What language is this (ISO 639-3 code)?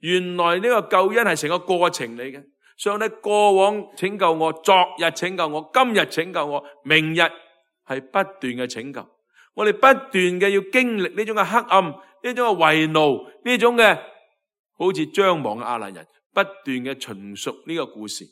yue